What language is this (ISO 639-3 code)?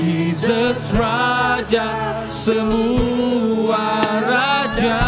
iba